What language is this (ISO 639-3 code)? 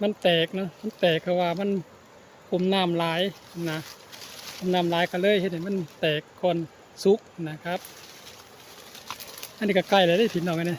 lao